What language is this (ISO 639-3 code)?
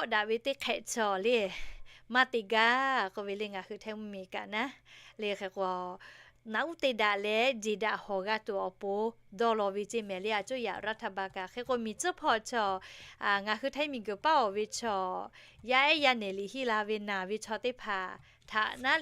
lhu